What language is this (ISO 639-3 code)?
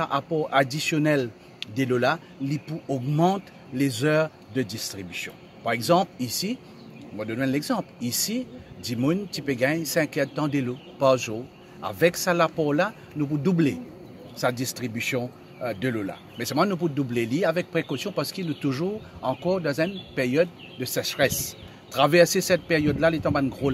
mfe